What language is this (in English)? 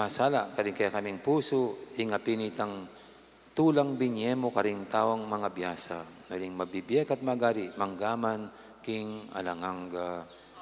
Pampanga